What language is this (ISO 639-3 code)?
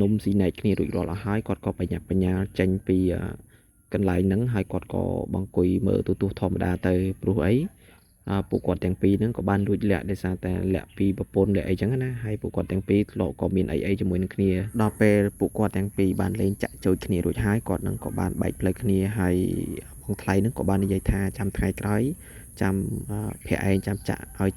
khm